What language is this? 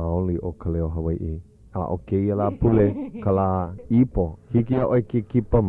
Hawaiian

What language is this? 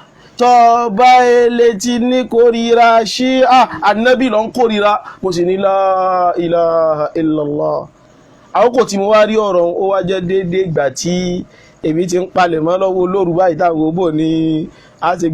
Yoruba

